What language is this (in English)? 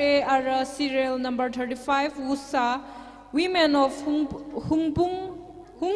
Tangkhul Naga (India)